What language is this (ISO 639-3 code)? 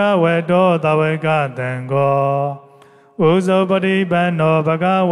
mya